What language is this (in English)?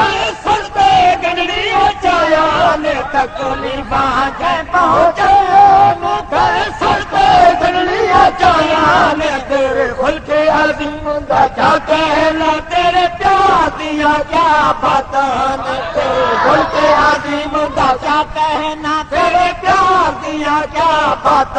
Saraiki